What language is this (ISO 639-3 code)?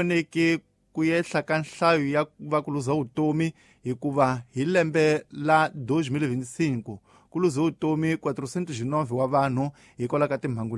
tso